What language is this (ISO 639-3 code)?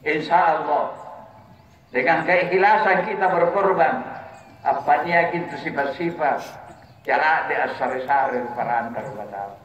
mak